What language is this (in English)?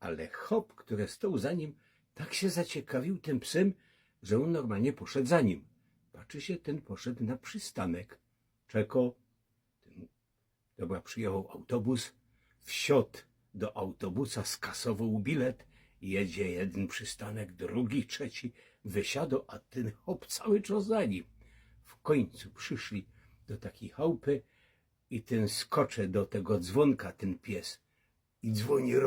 Silesian